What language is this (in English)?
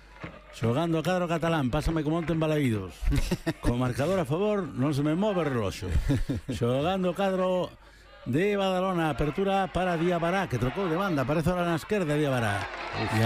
Galician